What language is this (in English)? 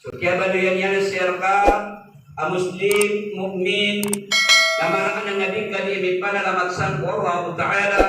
Maranao